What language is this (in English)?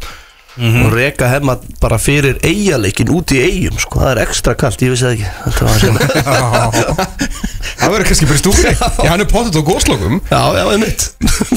Icelandic